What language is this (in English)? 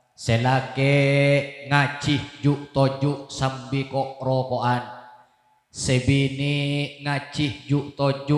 Madurese